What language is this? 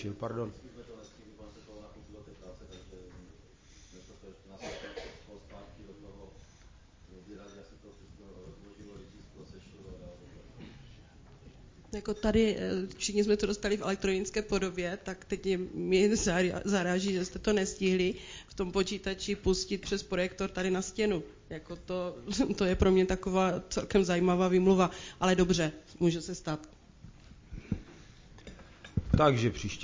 Czech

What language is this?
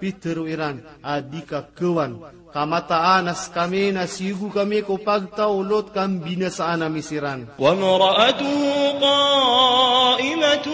Maranao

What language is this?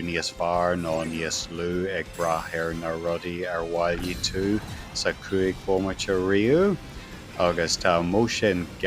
Irish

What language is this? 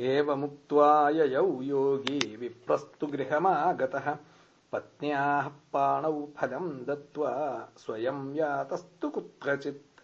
Sanskrit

